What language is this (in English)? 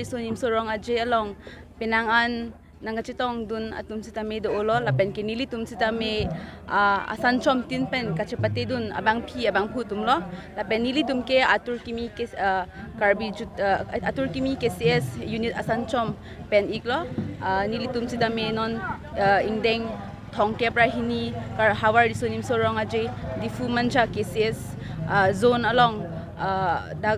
Karbi